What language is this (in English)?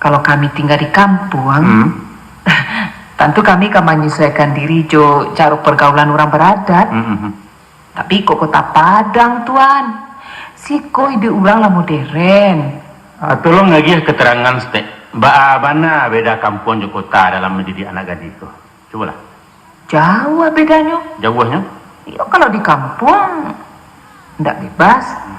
Minangkabau